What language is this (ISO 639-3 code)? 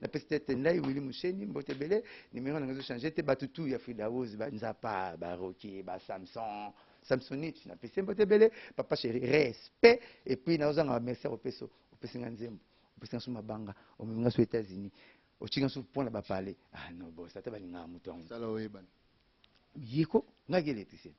lin